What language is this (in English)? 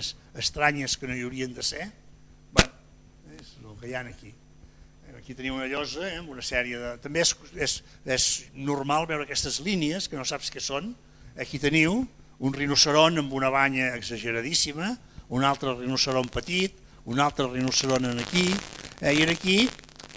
Catalan